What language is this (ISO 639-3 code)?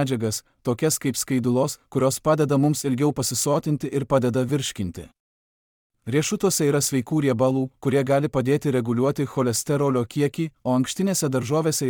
lit